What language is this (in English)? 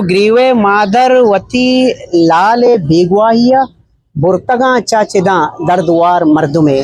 Eastern Balochi